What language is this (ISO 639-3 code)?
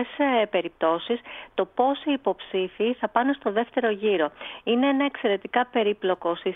ell